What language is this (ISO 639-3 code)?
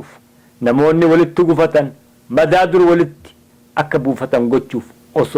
orm